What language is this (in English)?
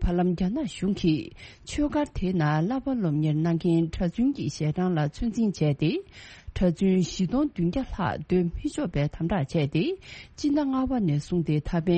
Tibetan